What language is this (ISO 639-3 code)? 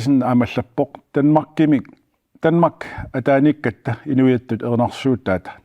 kal